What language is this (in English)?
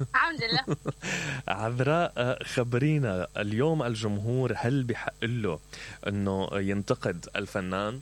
Mesopotamian Arabic